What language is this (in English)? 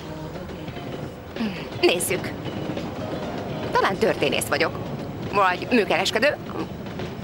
Hungarian